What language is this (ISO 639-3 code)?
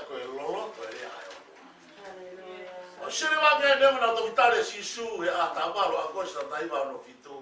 ton